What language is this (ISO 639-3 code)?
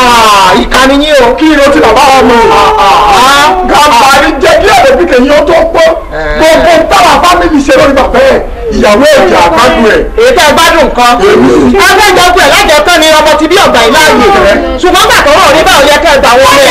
yor